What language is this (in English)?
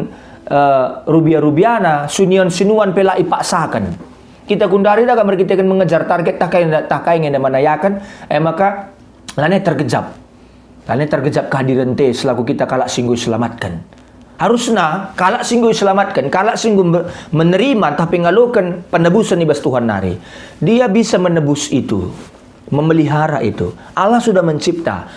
Batak Karo